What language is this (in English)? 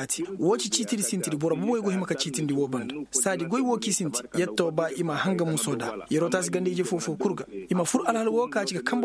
Koyraboro Senni